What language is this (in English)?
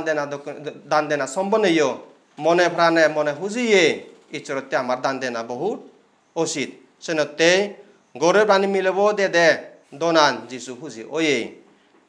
Chakma